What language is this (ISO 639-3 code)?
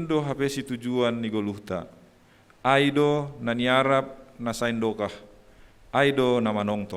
bts